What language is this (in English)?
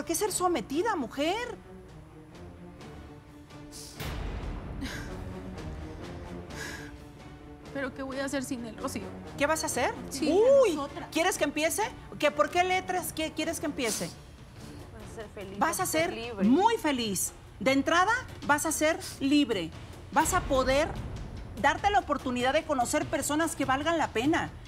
Spanish